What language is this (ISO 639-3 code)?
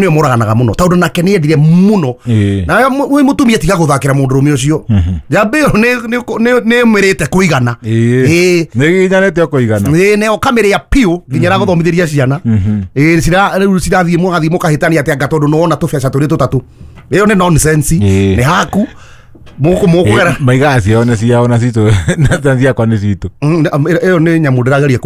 kik